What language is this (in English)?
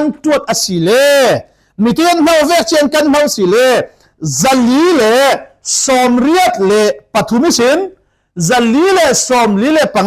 Falam Chin